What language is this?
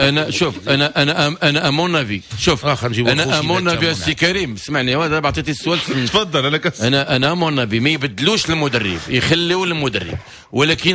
Moroccan Arabic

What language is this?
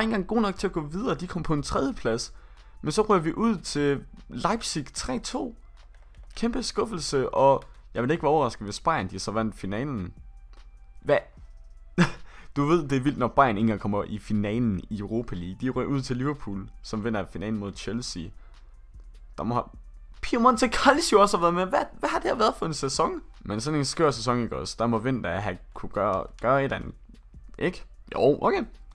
Danish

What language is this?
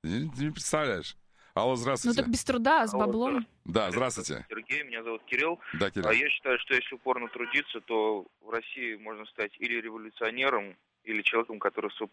Russian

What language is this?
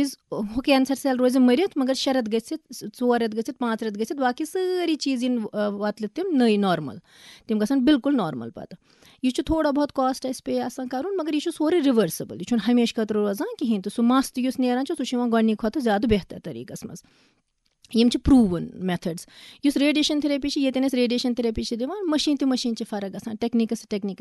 Kashmiri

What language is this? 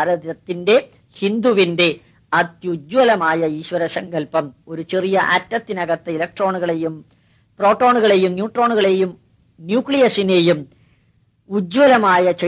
Malayalam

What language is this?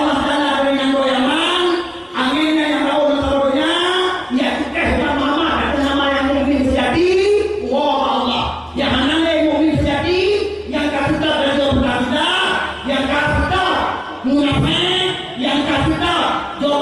Achinese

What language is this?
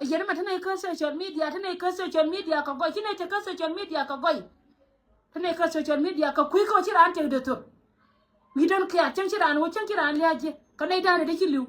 Nuer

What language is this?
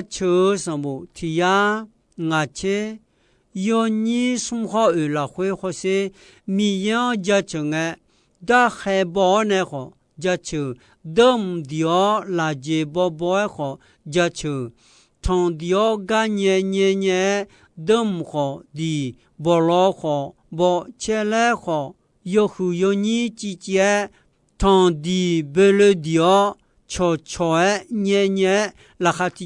Akha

